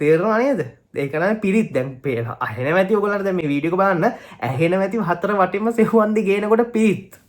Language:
Sinhala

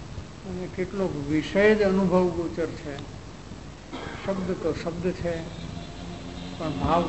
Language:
Gujarati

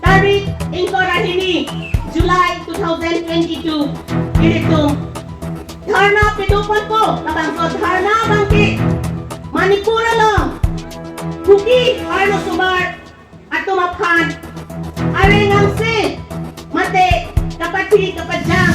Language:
Karbi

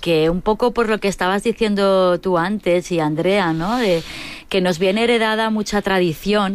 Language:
Spanish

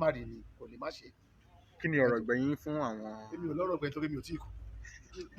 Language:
Yoruba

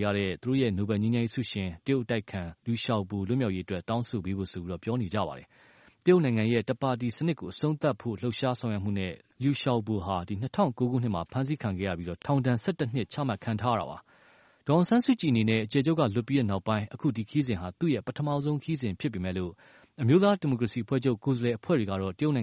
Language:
Burmese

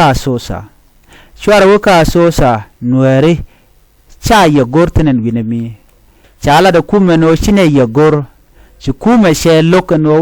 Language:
Nuer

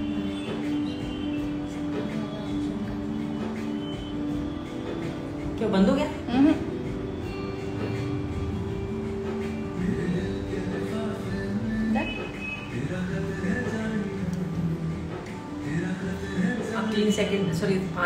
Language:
Hindi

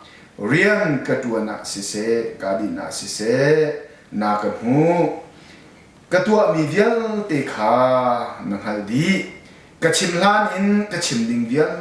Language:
Hakha Chin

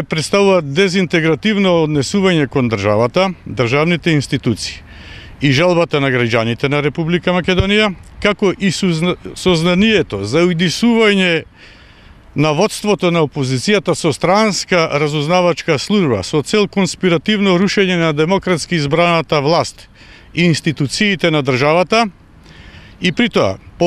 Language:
Macedonian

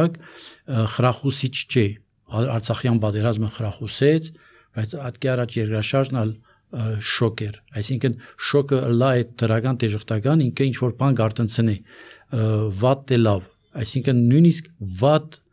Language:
Armenian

